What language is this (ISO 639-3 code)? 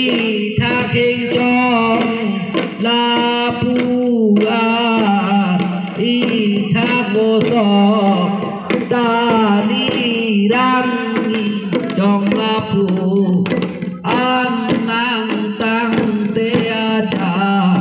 mjw